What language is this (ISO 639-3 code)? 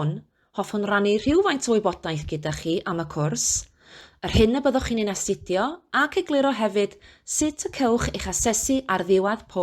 cym